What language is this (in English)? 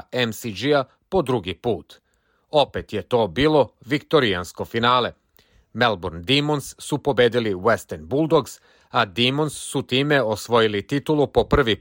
Serbian